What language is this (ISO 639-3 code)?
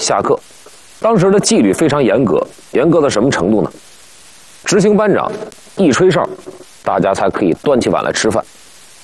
zho